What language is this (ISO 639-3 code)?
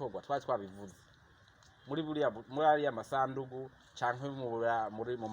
run